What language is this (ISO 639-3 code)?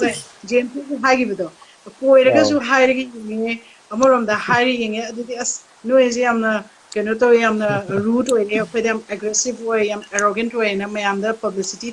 mni